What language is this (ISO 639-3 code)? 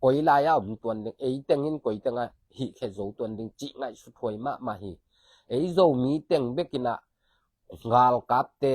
ctd